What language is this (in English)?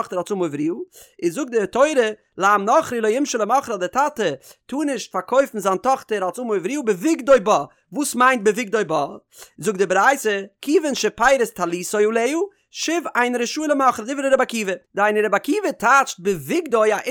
Yiddish